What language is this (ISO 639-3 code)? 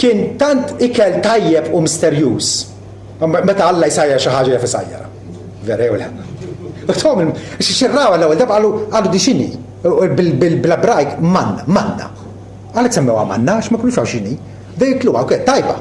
mlt